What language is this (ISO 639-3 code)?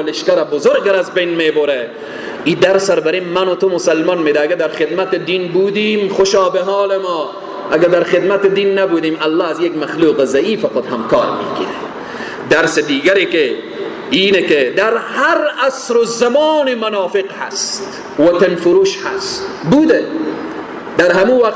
fas